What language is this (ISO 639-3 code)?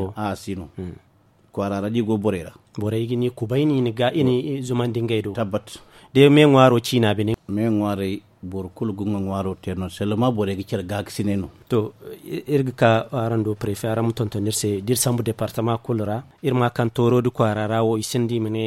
dje